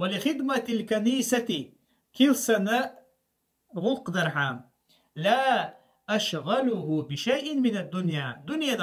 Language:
Chechen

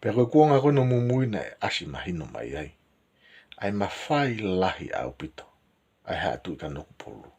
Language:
Tongan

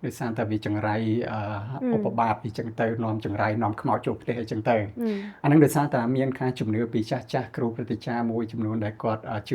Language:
Khmer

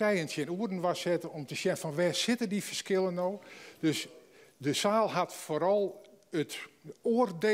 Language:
Western Frisian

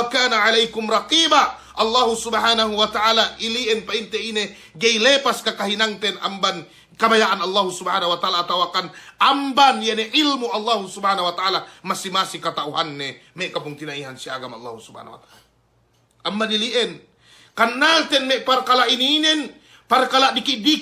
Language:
Yakan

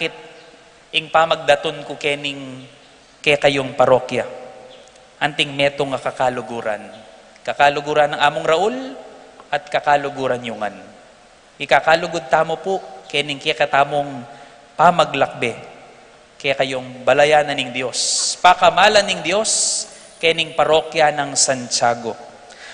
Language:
Pampanga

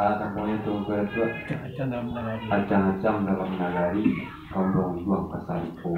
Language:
Minangkabau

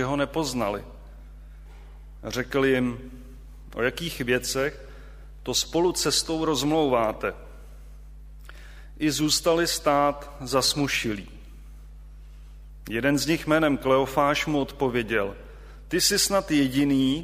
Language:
Czech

